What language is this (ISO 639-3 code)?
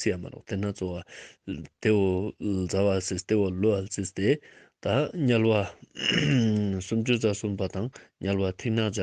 lbj